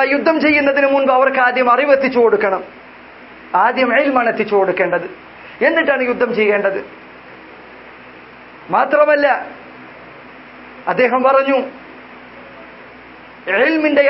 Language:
Malayalam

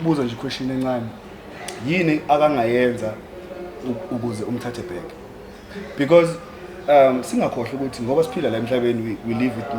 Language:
Zulu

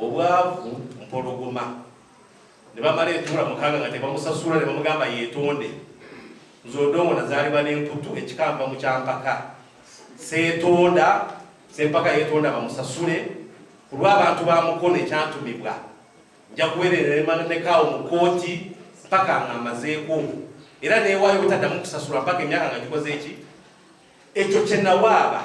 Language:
Ganda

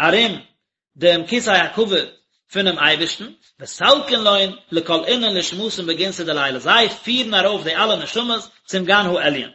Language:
Yiddish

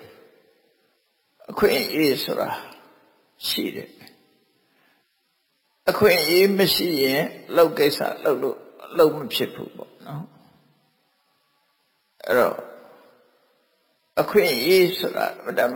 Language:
Burmese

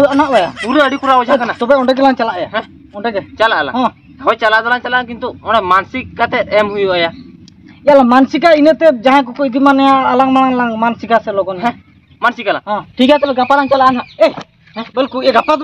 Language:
Santali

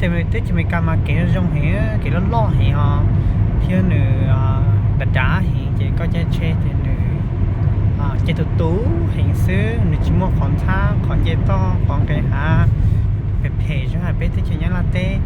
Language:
Hmong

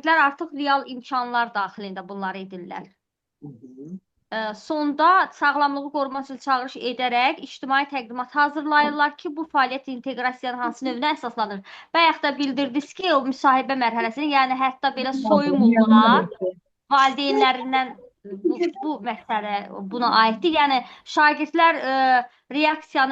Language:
Azerbaijani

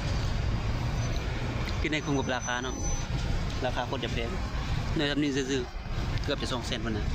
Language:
Lao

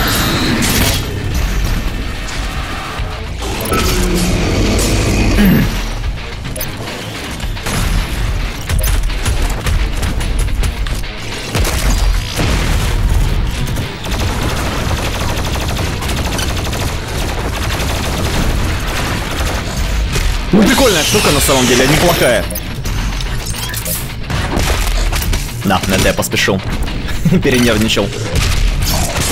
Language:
Russian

